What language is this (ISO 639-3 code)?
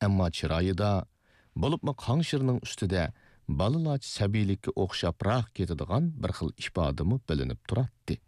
uig